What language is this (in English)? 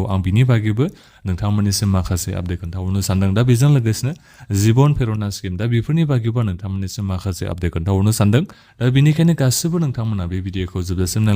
Bodo